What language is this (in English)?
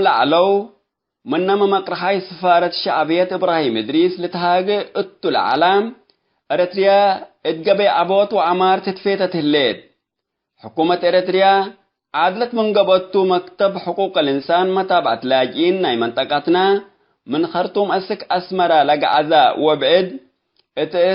Tigre